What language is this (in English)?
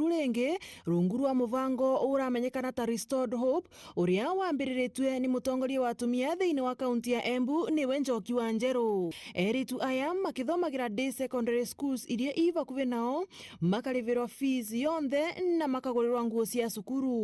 Meru